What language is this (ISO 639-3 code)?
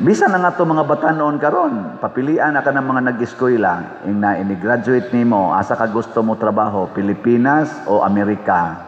ceb